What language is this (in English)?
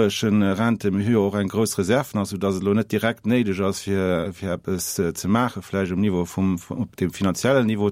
Luxembourgish